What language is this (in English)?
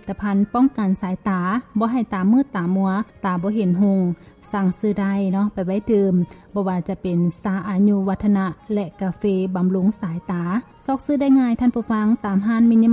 Lao